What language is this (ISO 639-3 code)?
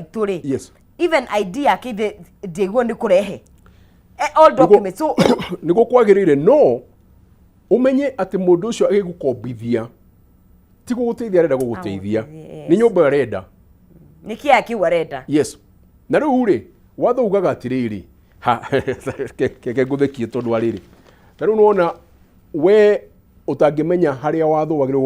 kik